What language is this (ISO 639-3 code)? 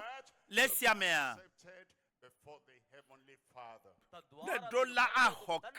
ewe